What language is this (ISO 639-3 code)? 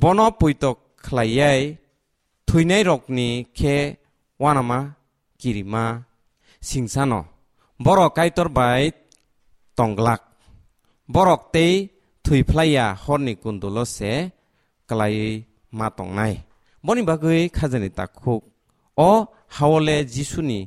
trp